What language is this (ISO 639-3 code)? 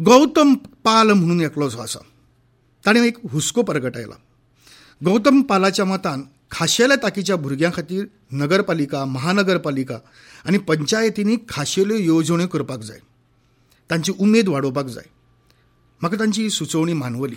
kok